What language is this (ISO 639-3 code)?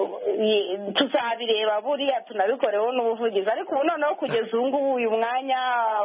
kin